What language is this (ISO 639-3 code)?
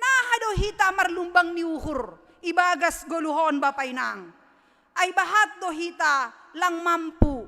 bts